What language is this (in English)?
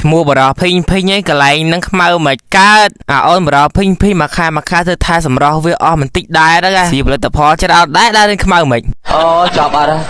Khmer